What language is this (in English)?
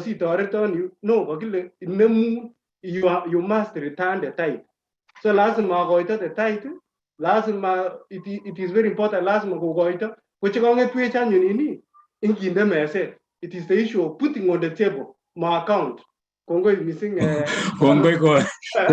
Kalenjin